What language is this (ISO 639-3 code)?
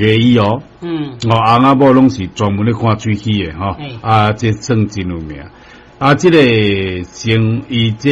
nan